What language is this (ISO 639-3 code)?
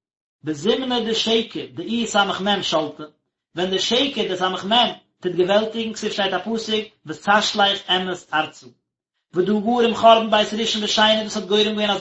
yid